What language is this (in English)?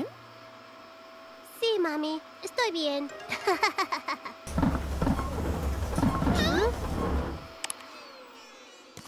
Spanish